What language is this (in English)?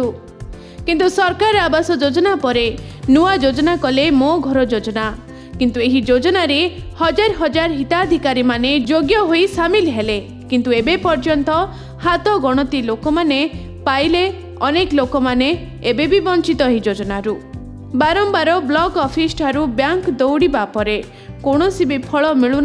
Odia